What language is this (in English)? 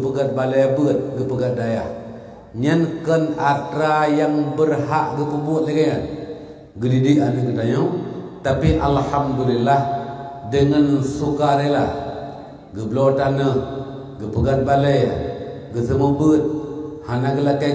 Achinese